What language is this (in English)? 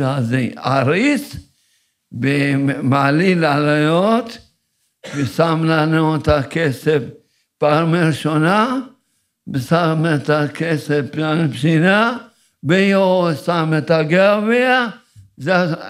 Hebrew